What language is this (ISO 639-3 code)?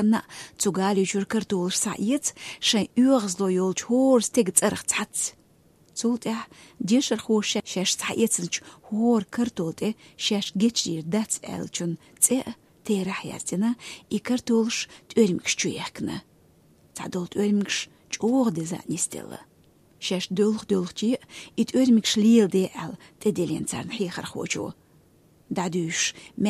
che